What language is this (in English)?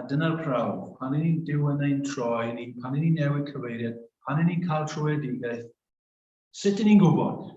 Welsh